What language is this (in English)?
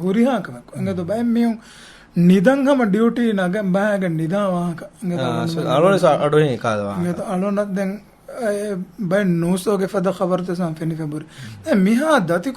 Divehi